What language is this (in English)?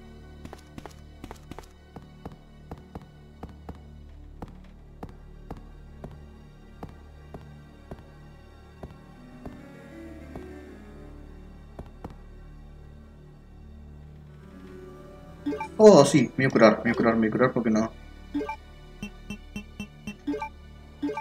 Spanish